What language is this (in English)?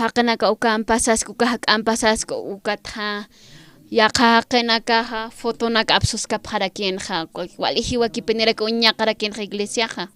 Aymara